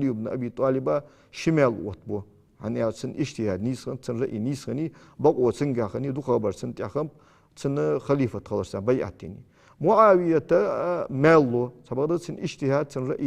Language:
Ingush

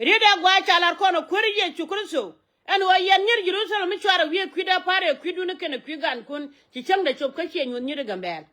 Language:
Nuer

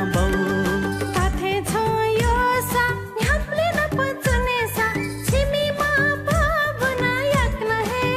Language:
Newari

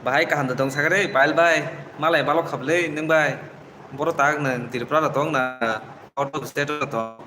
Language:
Kok Borok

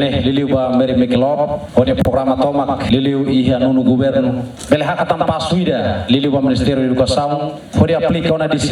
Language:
Tetum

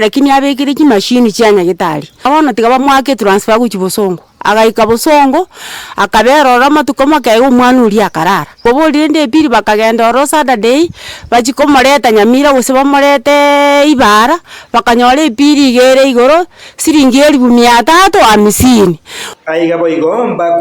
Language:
Gusii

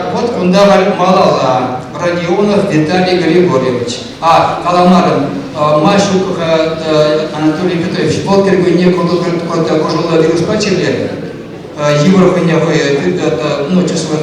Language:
Chuvash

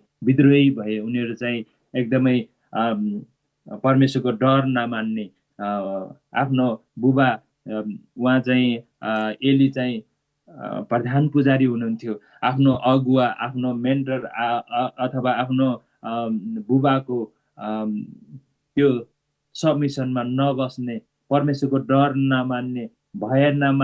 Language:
Nepali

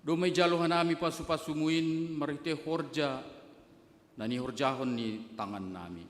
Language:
Batak Simalungun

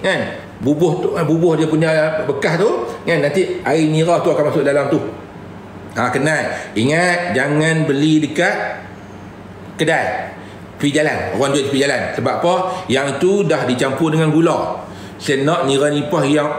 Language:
Malay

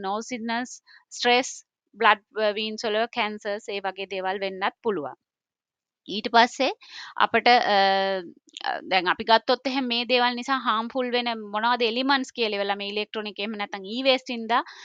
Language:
Sinhala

